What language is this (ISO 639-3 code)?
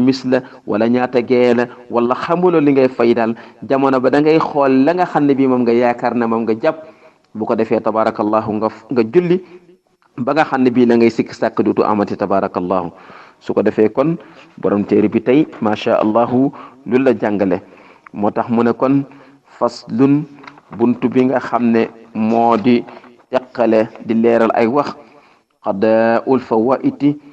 wol